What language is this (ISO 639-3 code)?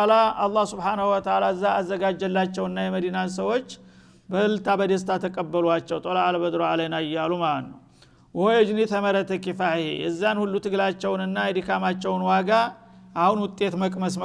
amh